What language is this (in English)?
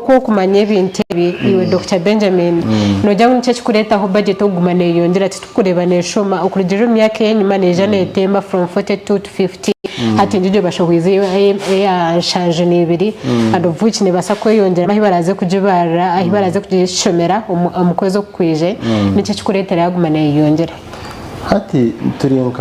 Nyankole